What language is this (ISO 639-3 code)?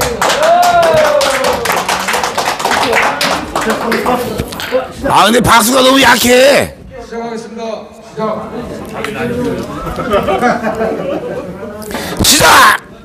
kor